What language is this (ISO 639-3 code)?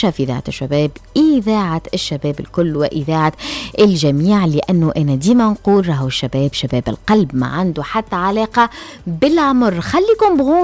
aeb